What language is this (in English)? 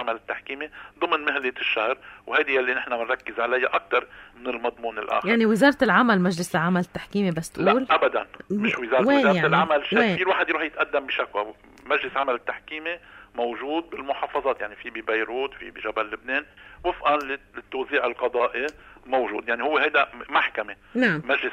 North Levantine Arabic